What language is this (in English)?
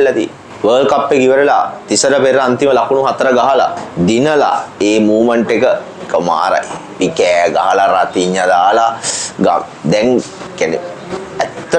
Sinhala